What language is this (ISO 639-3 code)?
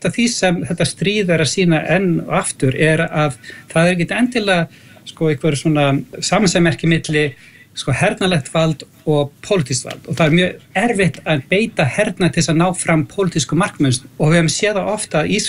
isl